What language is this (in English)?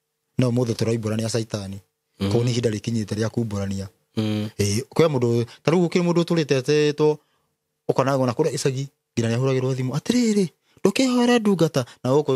Kikuyu